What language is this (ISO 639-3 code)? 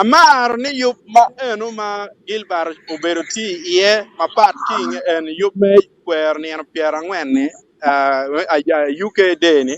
ach